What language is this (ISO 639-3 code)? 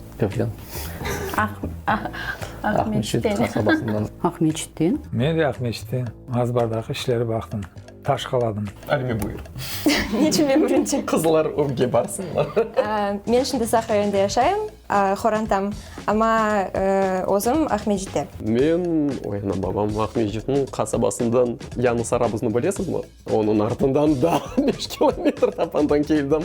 crh